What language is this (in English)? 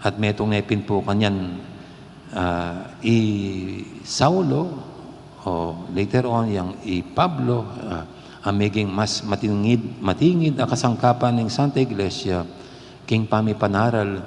Pampanga